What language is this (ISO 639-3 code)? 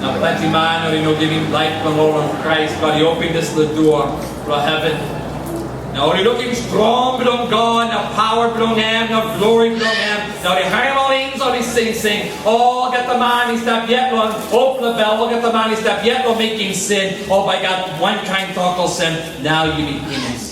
tpi